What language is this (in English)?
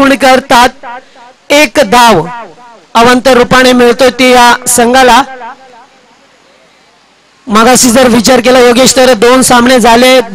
Marathi